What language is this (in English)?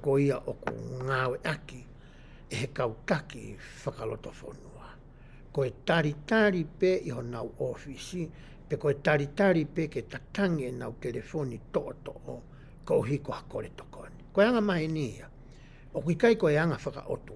Tongan